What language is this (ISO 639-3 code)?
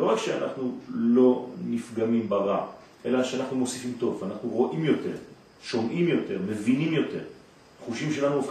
heb